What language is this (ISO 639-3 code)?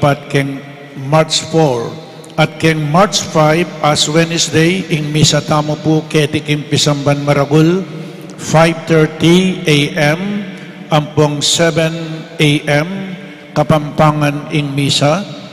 pam